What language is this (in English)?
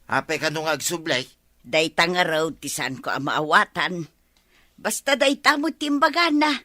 Iloko